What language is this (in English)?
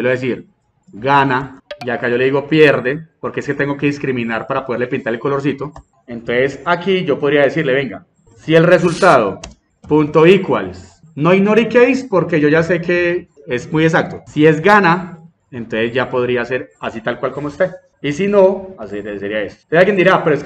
Spanish